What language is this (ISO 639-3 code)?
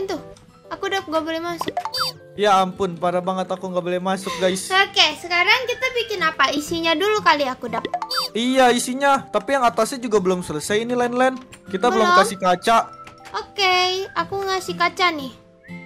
ind